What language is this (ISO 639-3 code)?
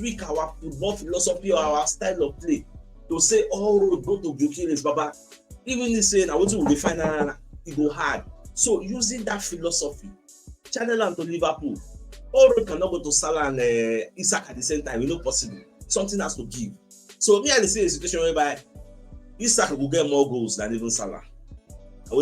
pcm